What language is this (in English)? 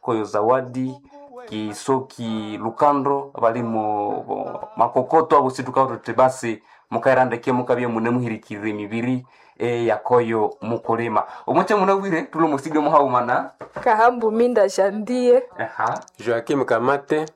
Nande